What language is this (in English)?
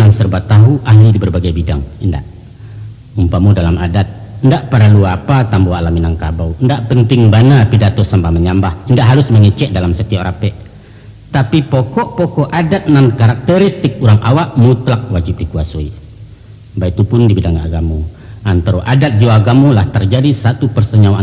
Minangkabau